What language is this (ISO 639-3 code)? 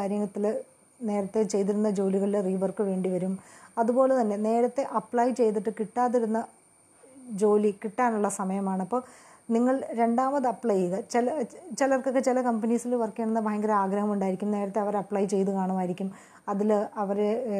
mal